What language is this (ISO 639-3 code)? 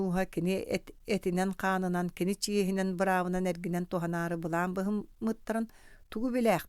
sah